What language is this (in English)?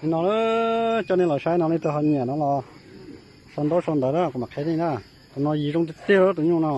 Hmong